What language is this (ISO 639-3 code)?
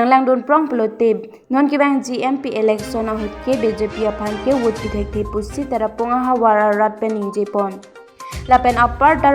mjw